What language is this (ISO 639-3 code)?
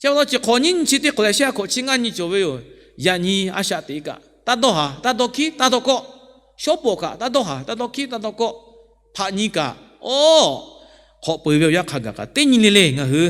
lhu